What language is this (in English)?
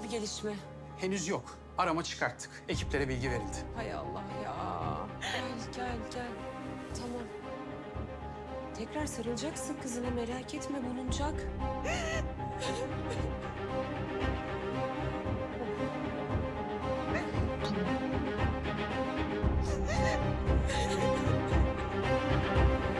Turkish